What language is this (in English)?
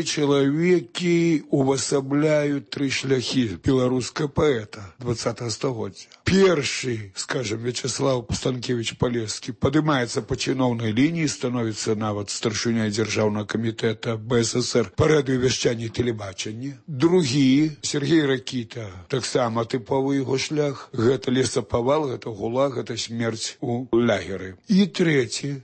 Belarusian